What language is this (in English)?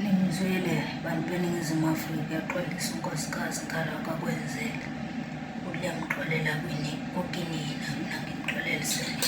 Zulu